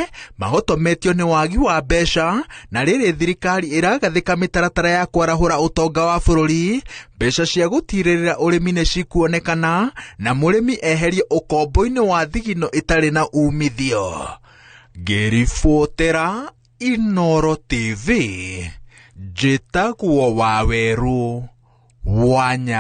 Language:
Kikuyu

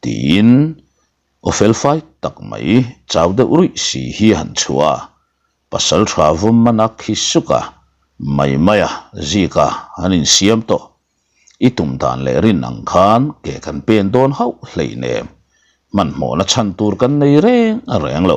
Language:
Mizo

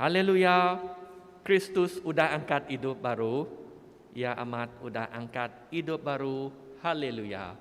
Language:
Iban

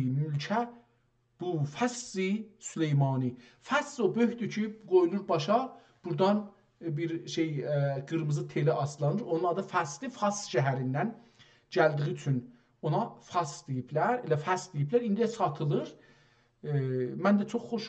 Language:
South Azerbaijani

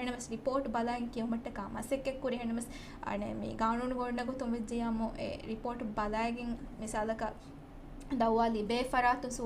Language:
Divehi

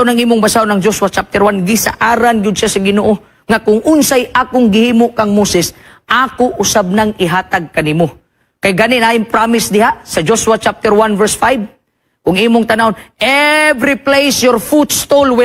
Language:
Cebuano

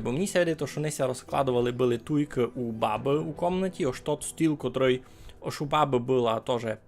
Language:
Rusyn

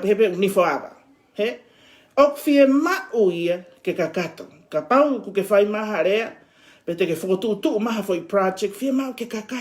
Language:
Tongan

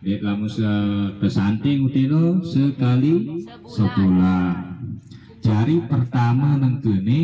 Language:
Sasak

